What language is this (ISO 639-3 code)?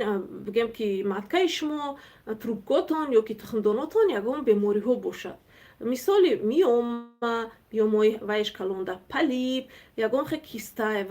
tgk